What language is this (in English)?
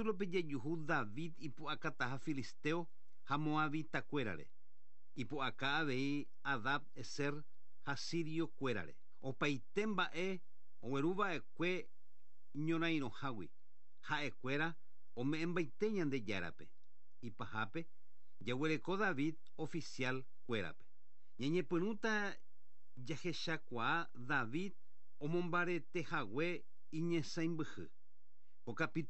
Guarani